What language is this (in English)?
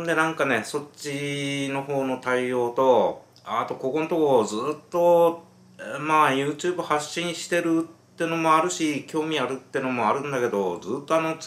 Japanese